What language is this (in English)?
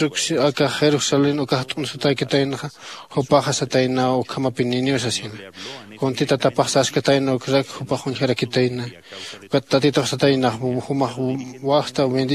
Aymara